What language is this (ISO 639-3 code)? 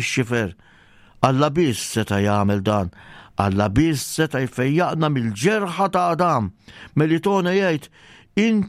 mlt